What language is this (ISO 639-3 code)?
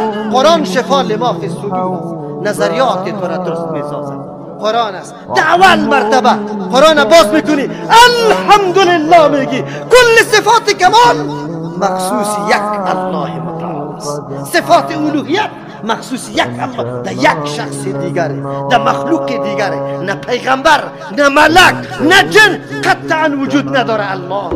fas